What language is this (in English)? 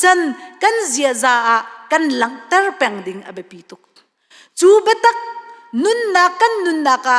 Hakha Chin